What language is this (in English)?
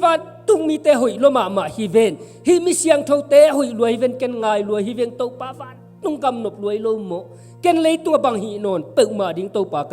Tedim Chin